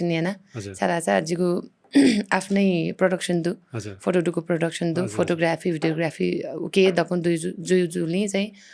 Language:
Newari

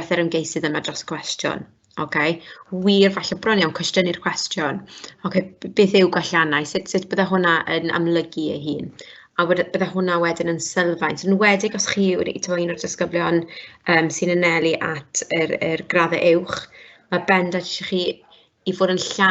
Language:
Welsh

